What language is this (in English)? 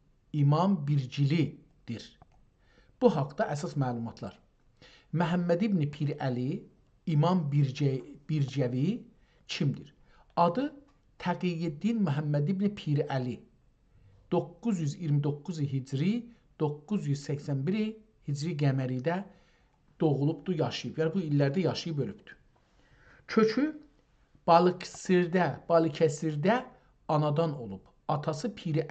South Azerbaijani